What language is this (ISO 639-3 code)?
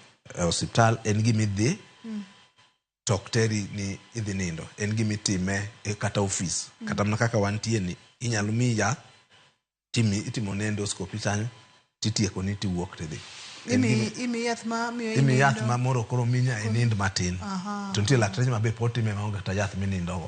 luo